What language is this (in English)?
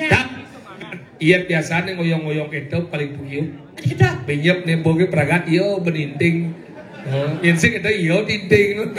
Balinese